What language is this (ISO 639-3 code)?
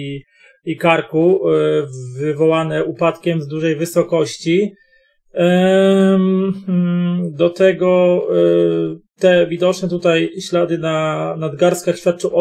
pol